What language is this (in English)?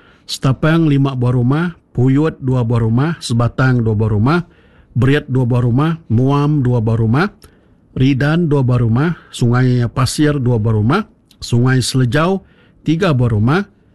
Iban